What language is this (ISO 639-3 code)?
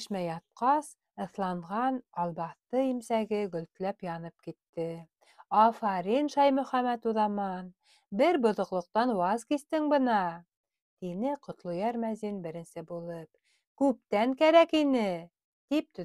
bak